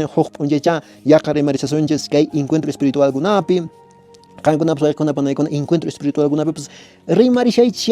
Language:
Quechua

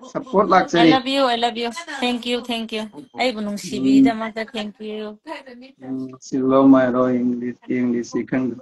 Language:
Manipuri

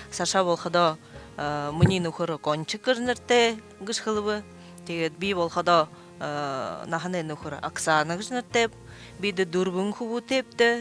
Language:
Buriat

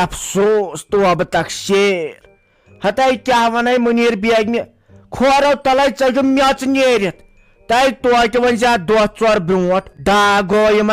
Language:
Kashmiri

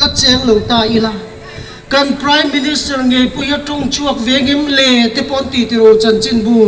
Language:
Mizo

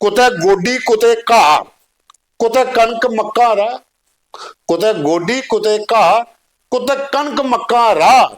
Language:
Dogri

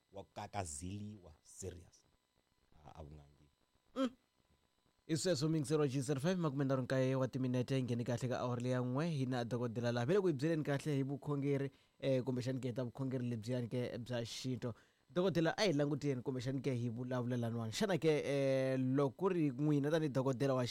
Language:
Tsonga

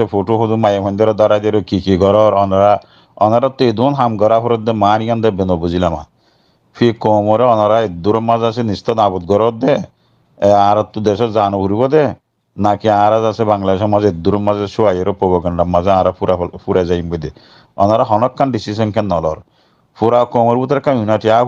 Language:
Rohingya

